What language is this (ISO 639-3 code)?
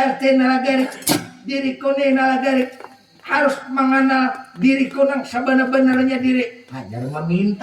bjn